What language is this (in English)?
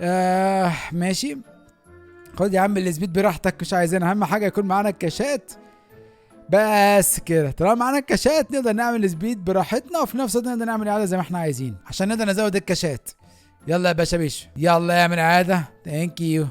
Egyptian Arabic